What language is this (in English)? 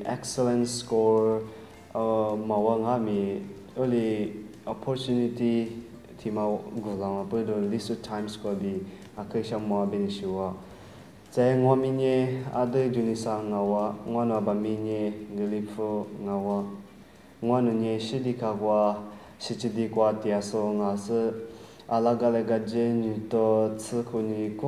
Lisu